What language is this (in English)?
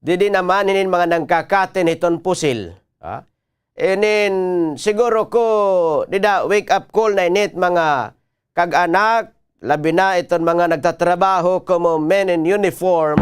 Waray